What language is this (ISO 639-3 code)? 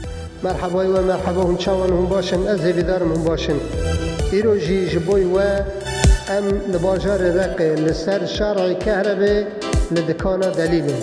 kur